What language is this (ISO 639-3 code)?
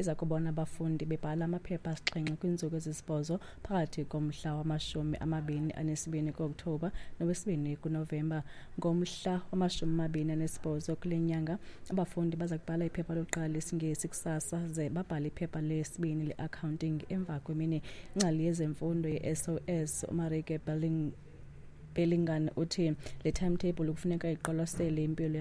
xho